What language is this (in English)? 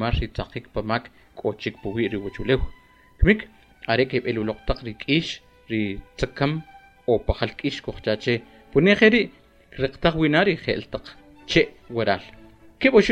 Kʼicheʼ